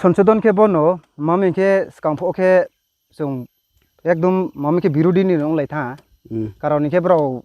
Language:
Riang (India)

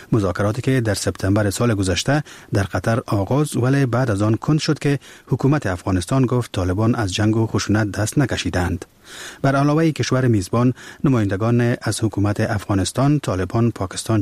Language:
Persian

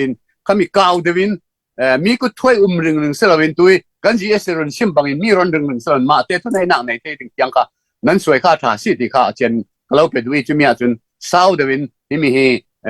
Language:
Falam Chin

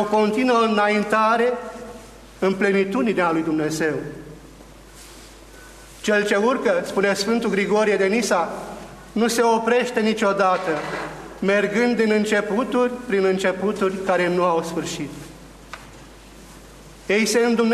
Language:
Romanian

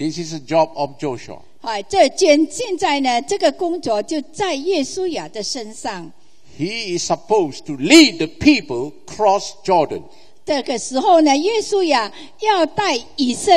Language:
Chinese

